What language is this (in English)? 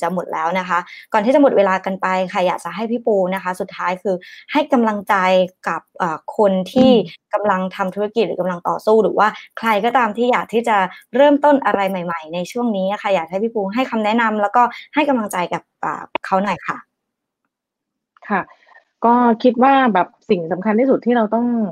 Thai